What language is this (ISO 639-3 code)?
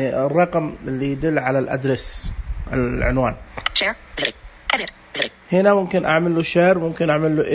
ars